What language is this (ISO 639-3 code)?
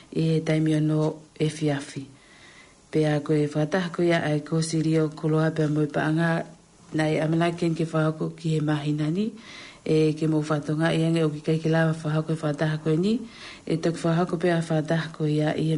ton